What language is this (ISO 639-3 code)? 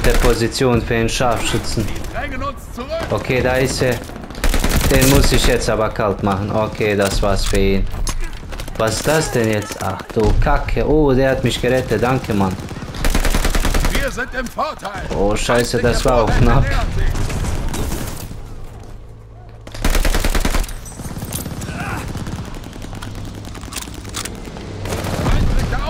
deu